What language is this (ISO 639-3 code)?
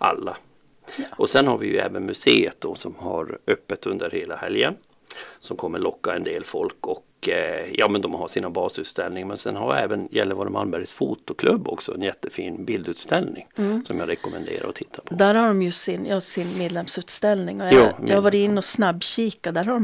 swe